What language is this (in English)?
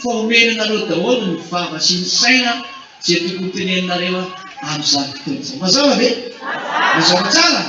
Malagasy